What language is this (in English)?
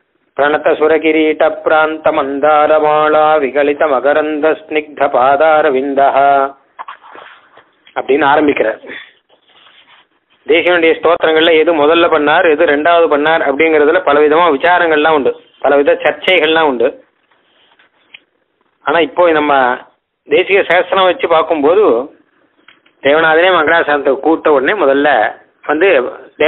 Tamil